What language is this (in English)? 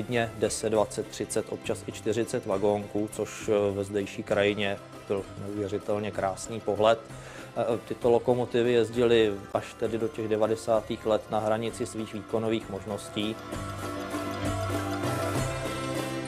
Czech